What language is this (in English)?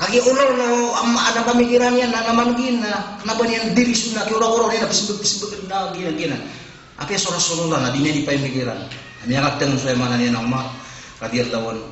Maranao